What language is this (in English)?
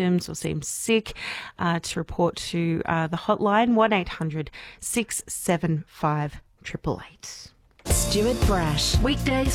English